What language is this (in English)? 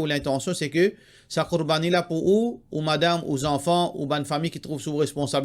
Morisyen